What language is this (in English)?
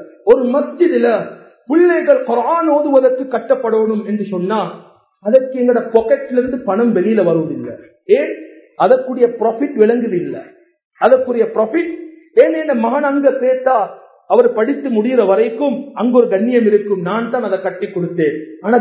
Tamil